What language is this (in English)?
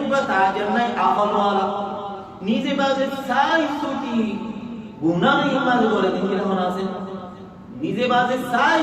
Rohingya